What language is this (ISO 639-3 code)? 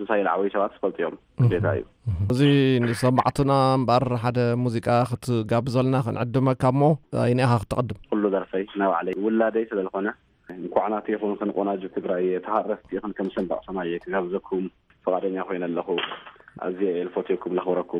tir